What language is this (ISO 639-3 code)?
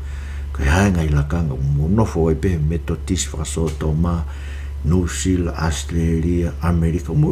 ton